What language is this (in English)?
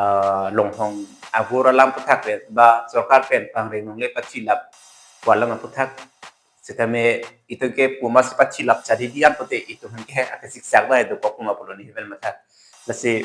Karbi